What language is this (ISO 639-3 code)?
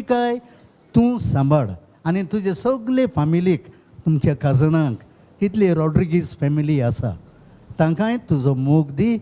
kok